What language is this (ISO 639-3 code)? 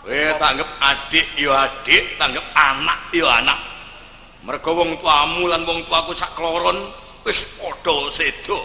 jav